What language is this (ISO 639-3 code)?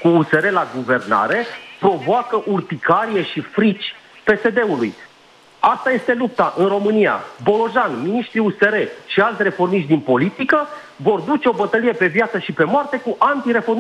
ron